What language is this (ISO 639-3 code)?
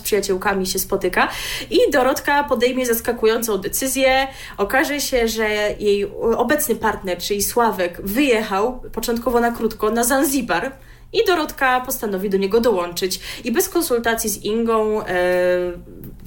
pol